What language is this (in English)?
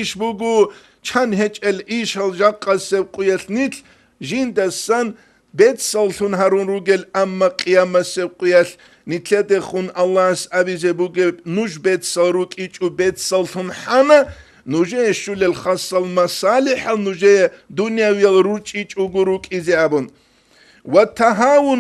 Avaric